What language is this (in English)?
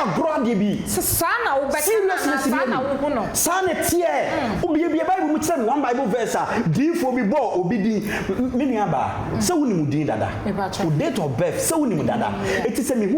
Akan